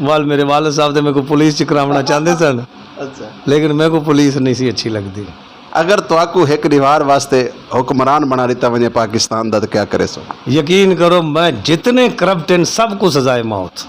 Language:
Saraiki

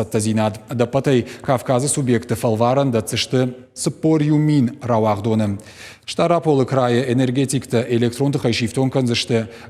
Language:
Ossetic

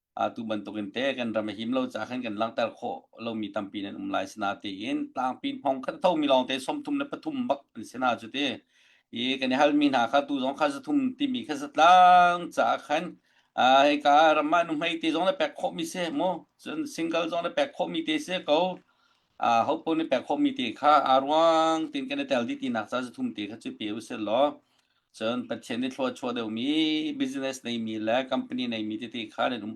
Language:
Hakha Chin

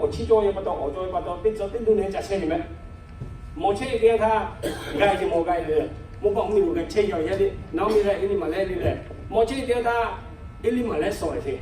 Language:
Lahu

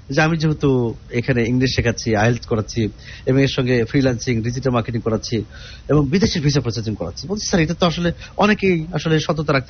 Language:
Bangla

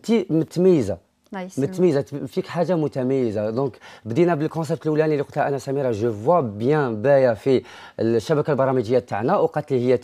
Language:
Algerian Arabic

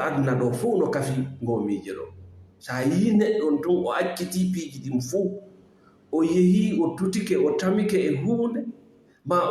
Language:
Fula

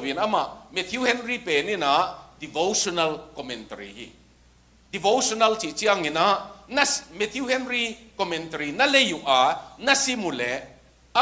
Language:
Tedim Chin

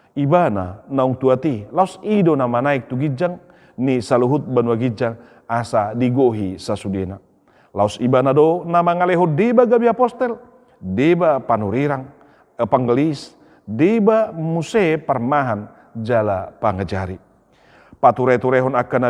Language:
Batak Toba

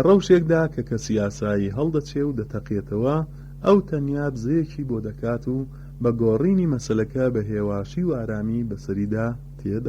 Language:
Central Kurdish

